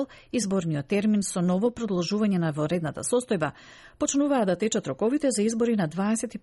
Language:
Macedonian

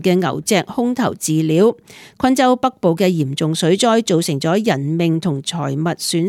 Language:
Cantonese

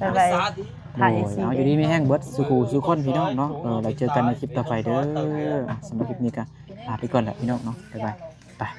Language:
Lao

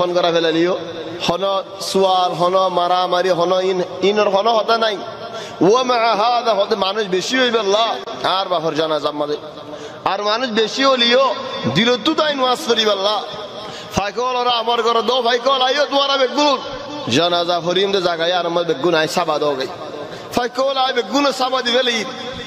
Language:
Bangla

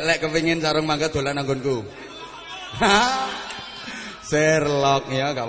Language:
Javanese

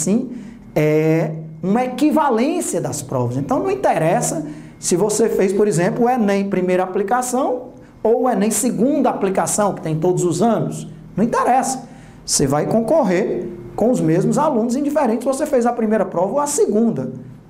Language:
Portuguese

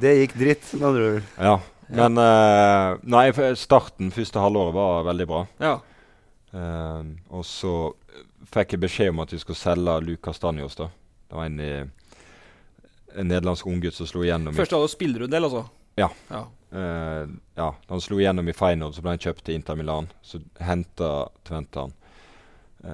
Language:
Norwegian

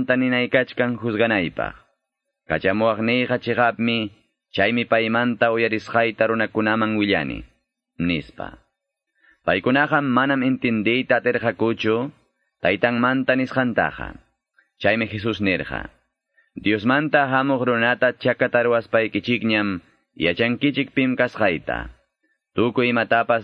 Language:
Quechua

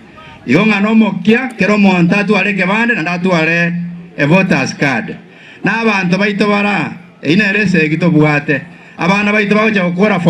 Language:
Gusii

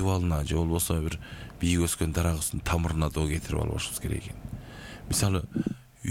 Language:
Kyrgyz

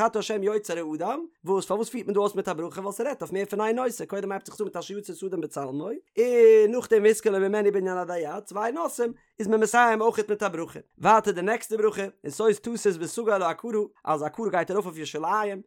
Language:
Yiddish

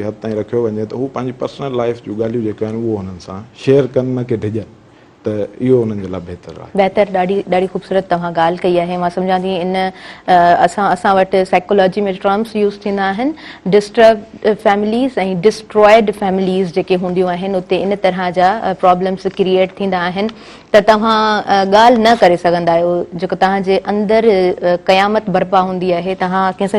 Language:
Sindhi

